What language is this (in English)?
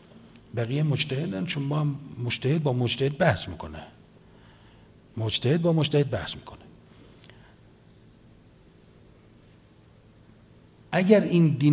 Persian